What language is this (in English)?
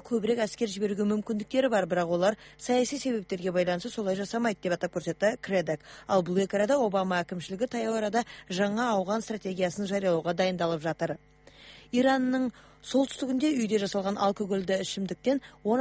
Kyrgyz